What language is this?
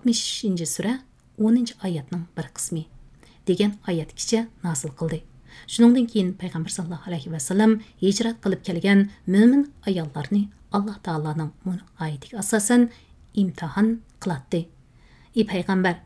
Uyghur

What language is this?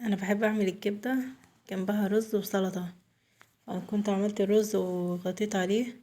Egyptian Arabic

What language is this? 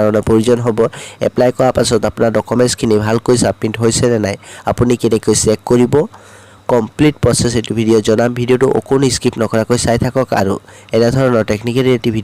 Assamese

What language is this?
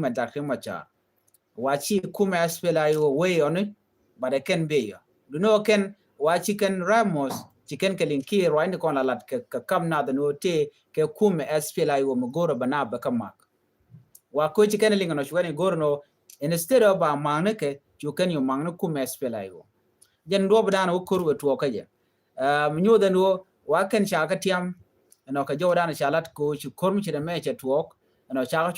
Nuer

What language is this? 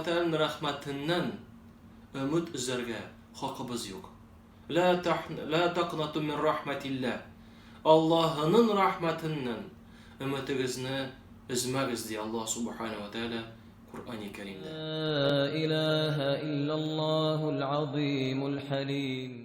Tatar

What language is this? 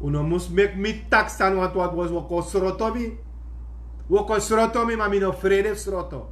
Sranan Tongo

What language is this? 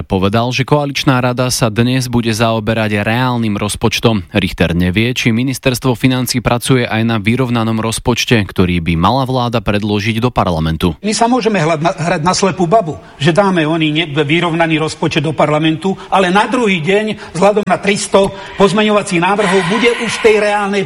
Slovak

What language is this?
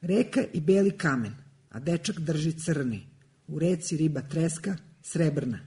Serbian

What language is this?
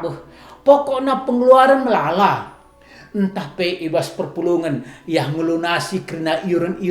Batak Karo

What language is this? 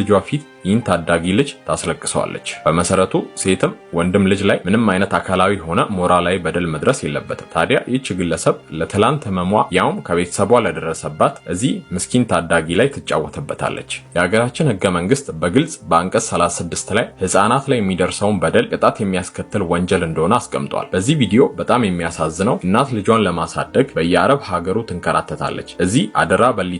Amharic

